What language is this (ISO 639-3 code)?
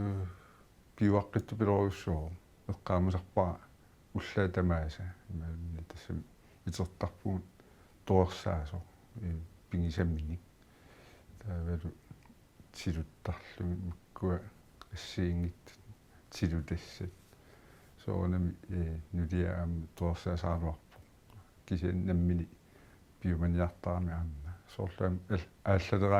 kal